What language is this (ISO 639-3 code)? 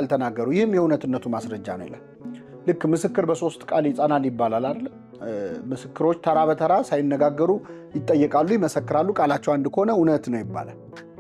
amh